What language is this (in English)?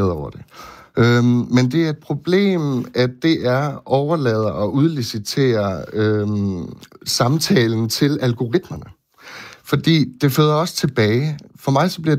Danish